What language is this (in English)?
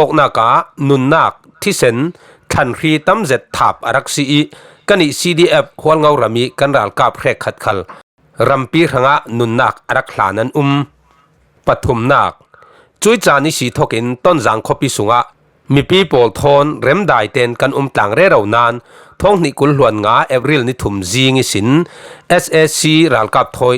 Falam Chin